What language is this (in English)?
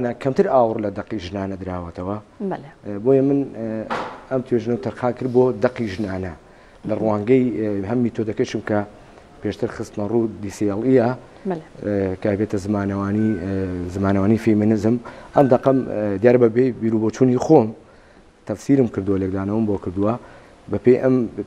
Central Kurdish